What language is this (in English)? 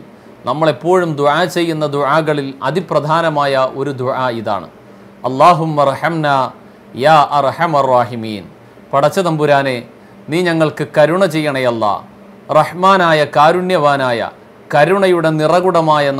Malayalam